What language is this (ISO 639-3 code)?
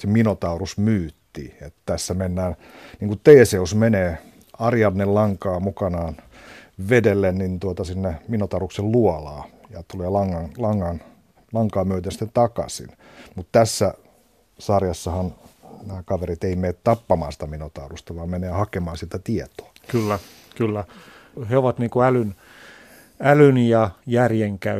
fin